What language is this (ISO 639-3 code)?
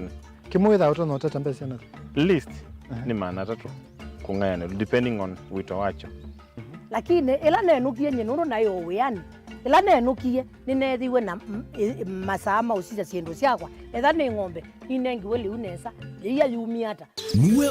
kam